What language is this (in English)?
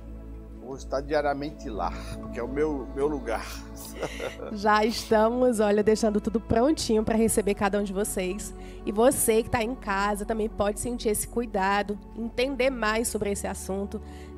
Portuguese